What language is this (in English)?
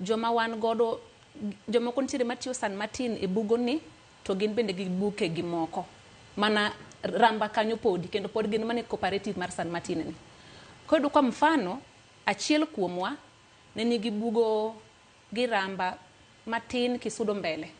Luo (Kenya and Tanzania)